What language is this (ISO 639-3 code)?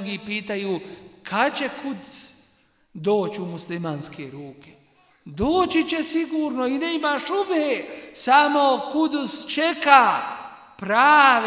bos